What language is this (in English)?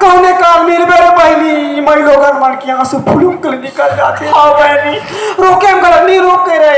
Chhattisgarhi